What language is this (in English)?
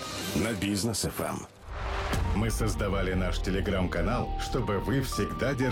Russian